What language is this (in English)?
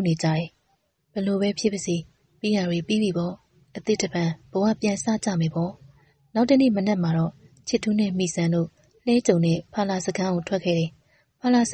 Burmese